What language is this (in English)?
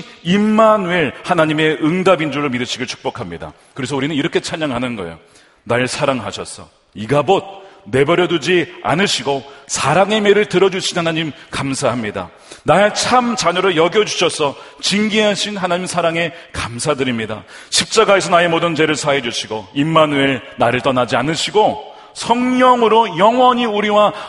Korean